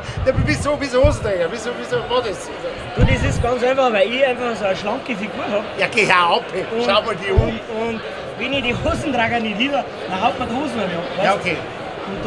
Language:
Bavarian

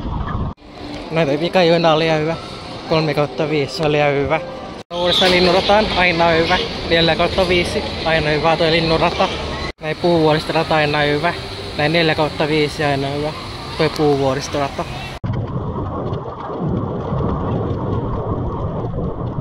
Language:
Finnish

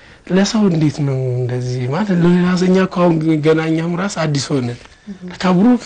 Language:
Amharic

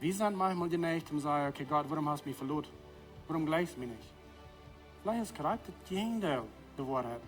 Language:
Plautdietsch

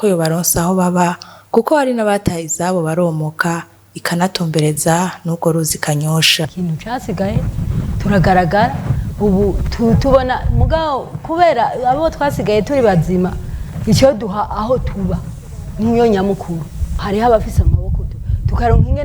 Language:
Rundi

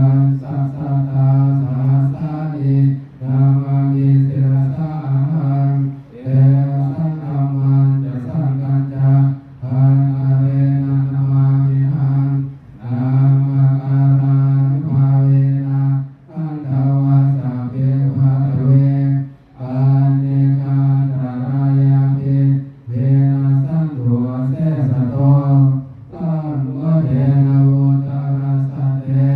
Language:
Pali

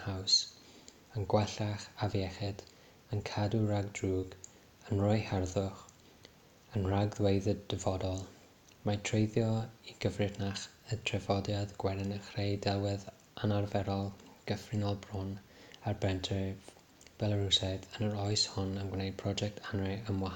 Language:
Welsh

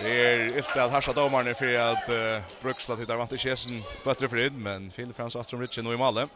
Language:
Faroese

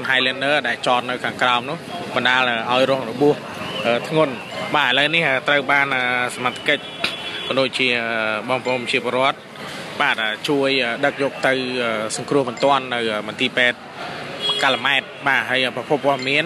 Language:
Khmer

